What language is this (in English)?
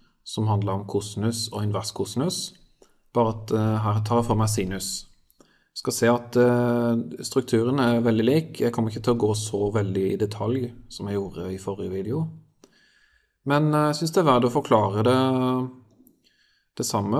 Norwegian